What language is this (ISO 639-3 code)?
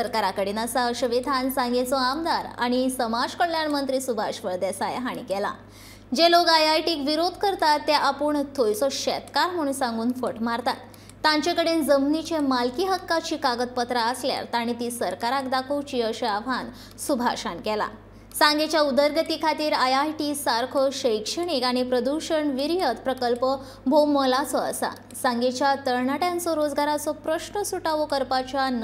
kok